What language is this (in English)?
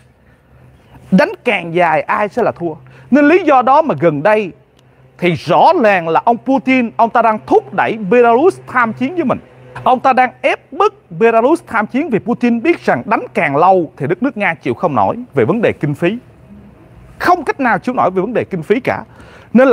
Vietnamese